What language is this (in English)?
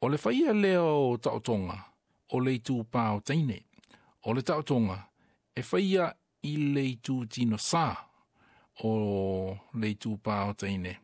Samoan